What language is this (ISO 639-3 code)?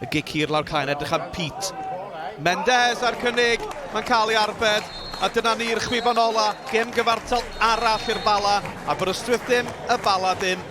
cym